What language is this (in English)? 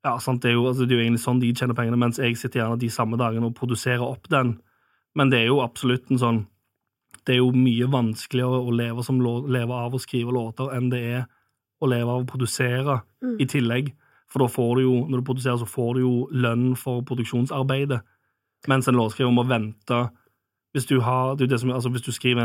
Norwegian